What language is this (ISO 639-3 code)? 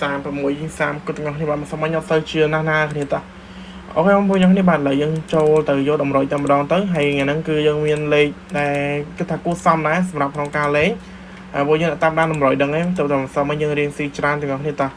khm